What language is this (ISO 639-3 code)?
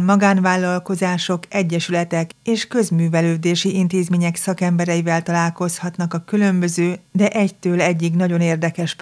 hun